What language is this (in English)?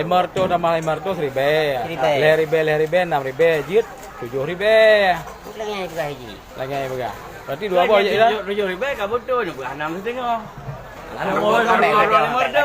Achinese